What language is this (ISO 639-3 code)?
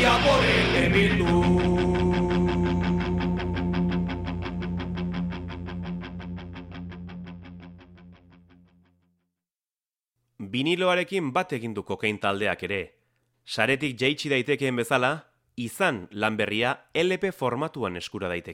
eus